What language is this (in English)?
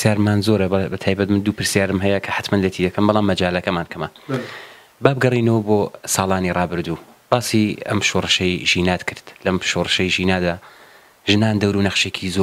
Central Kurdish